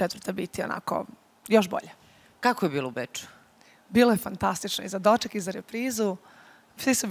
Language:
Serbian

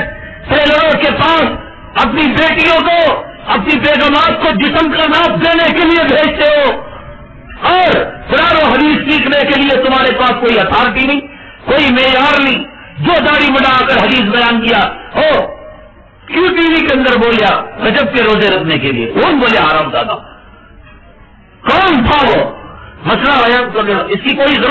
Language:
Urdu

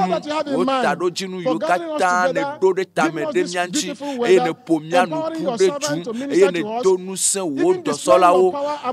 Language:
Ewe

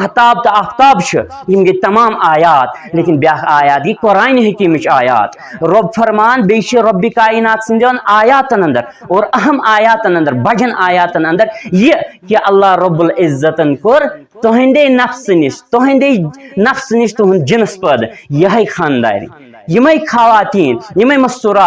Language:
Kashmiri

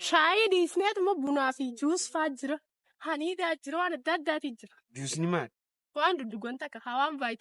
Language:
Oromo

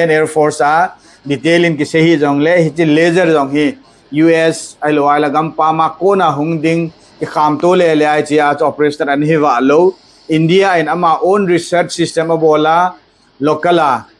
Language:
Thado Chin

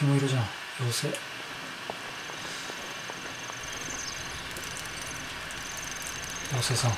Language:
Japanese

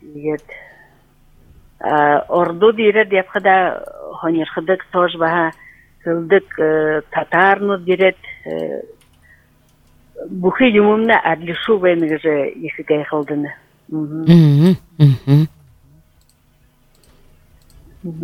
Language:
Buriat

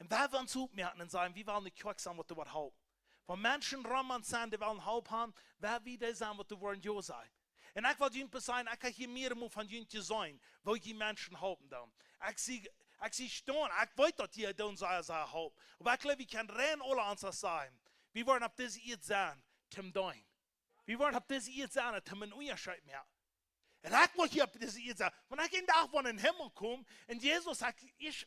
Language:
Plautdietsch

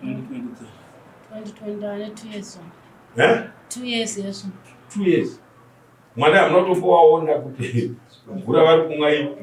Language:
Shona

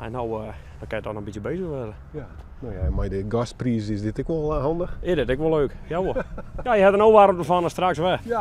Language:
Western Frisian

